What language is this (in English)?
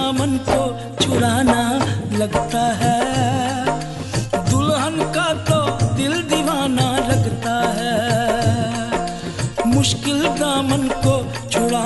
Hindi